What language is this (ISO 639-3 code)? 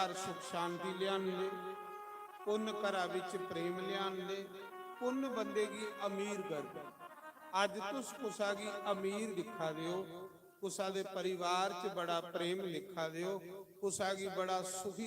doi